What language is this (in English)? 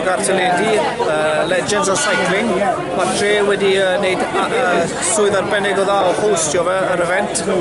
Welsh